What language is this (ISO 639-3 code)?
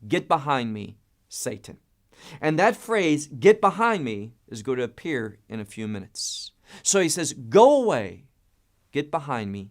eng